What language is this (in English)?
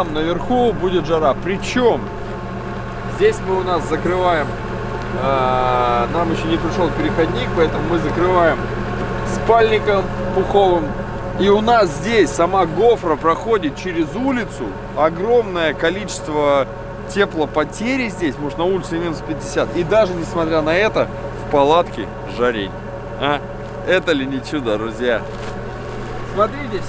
Russian